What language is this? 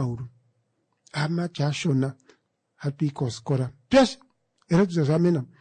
Kuanyama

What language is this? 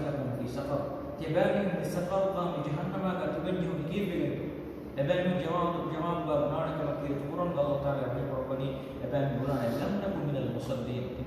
Divehi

